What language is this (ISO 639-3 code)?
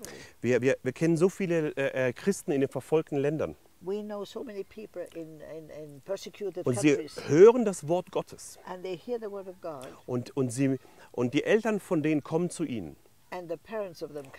deu